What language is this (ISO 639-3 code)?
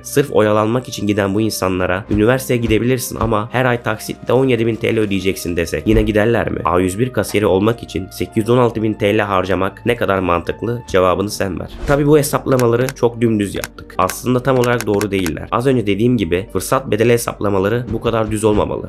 tur